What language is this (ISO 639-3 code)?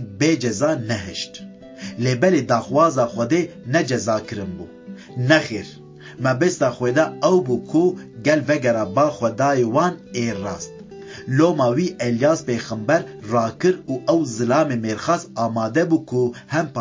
kur